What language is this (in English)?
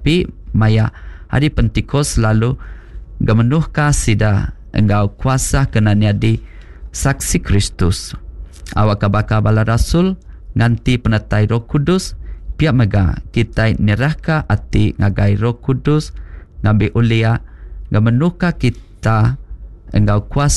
Iban